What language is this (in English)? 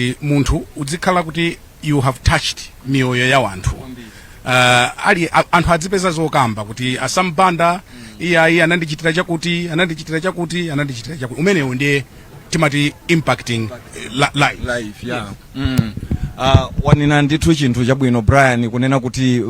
Nyanja